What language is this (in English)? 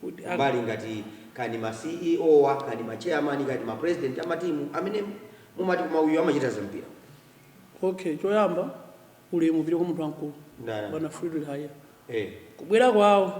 Nyanja